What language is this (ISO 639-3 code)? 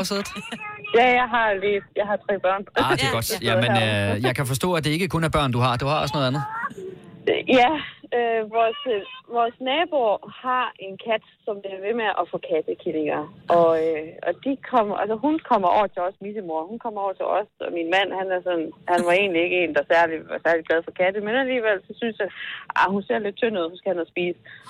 dan